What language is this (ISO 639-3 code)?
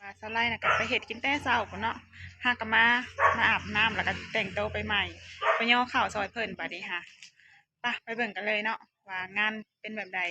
tts